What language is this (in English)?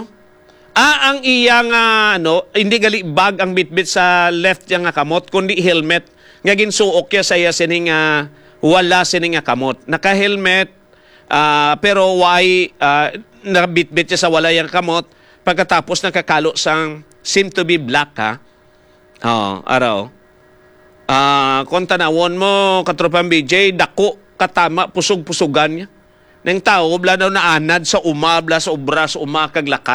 Hiligaynon